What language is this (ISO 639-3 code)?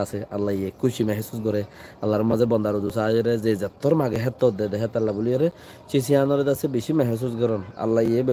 rhg